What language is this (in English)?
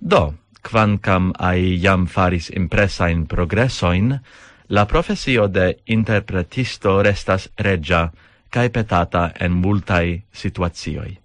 Esperanto